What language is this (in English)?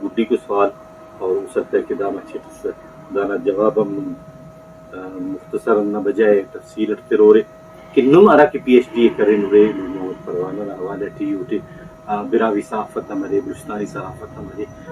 Brahui